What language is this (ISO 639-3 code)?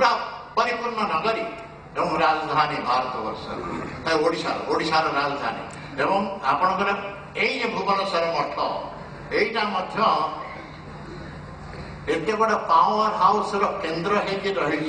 ori